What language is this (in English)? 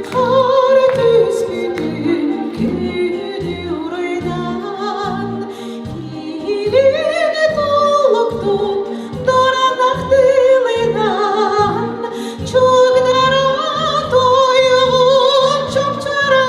Yakut